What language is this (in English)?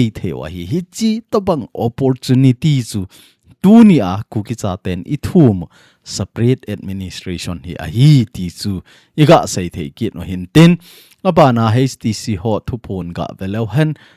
Thado Chin